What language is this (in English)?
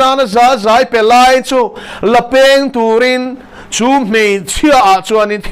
Mizo